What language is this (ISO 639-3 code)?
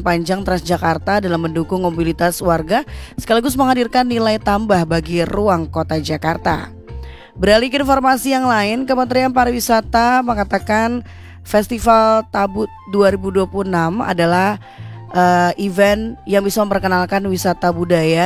ind